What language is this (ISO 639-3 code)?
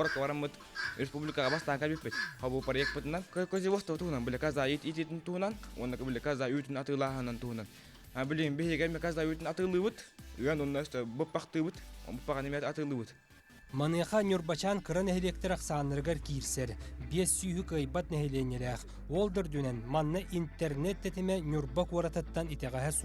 sah